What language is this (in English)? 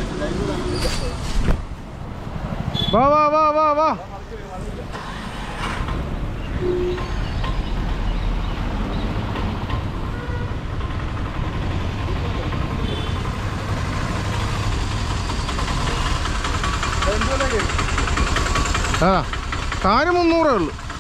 Malayalam